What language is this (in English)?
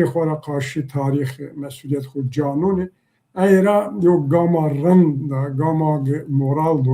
Zaza